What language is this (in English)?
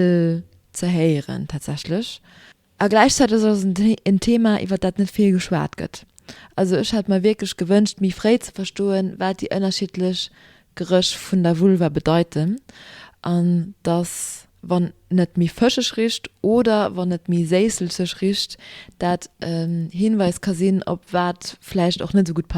Luxembourgish